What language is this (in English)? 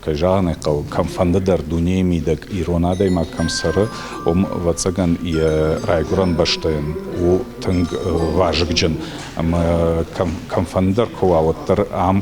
Ossetic